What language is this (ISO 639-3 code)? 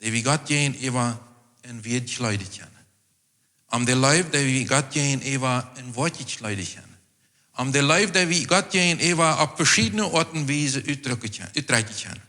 pdt